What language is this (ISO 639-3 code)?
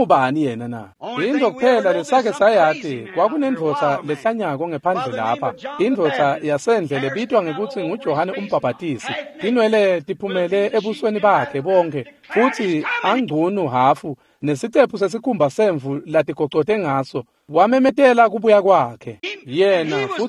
ssw